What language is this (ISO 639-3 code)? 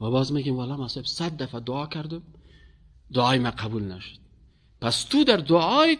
fas